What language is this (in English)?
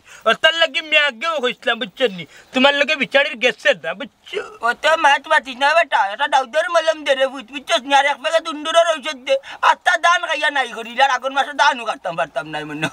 Sylheti